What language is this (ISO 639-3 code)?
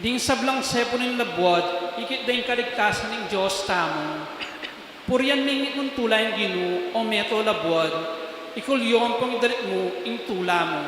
pam